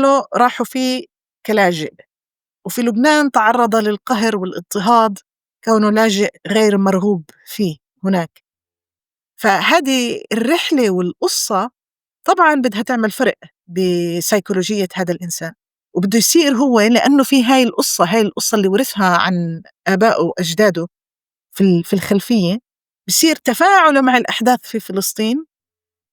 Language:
North Levantine Arabic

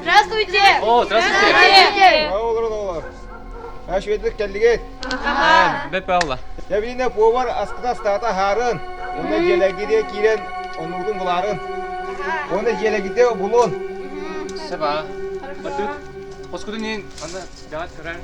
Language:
Yakut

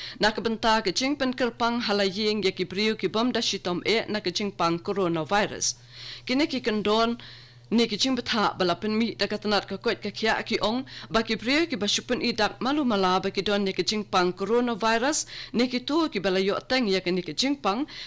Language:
Khasi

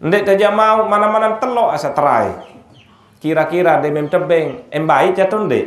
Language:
Sasak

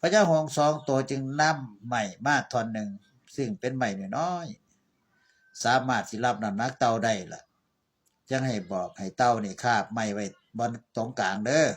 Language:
Northeastern Thai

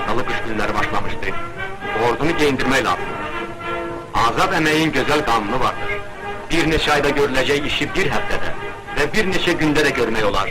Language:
South Azerbaijani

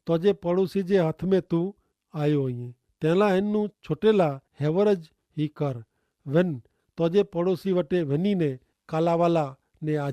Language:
Kachhi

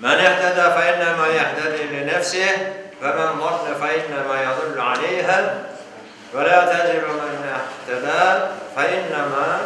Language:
Crimean Tatar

